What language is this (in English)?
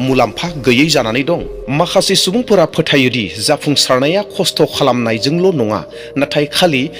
Bodo